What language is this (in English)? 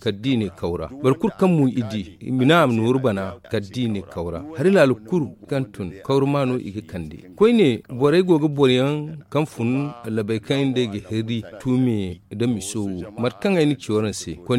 Zarma